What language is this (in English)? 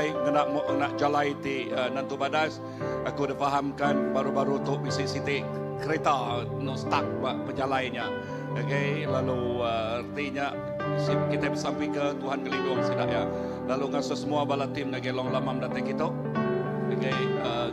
Iban